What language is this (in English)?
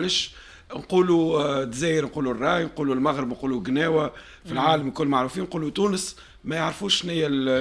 Tunisian Arabic